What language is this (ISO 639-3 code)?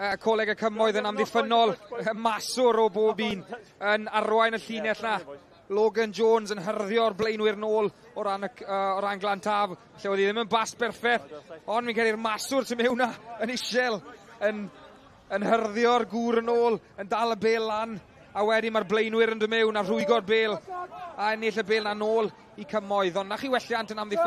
cym